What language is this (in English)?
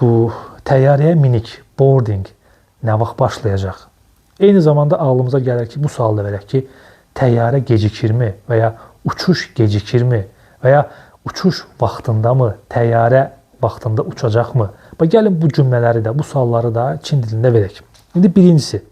Azerbaijani